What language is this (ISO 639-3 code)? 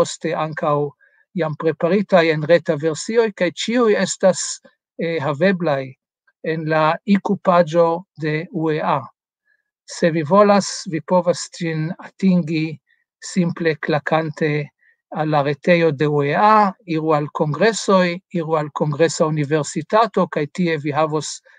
epo